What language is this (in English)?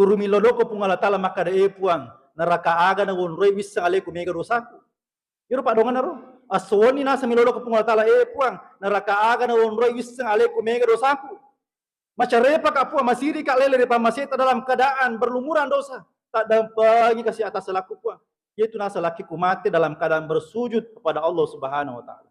Buginese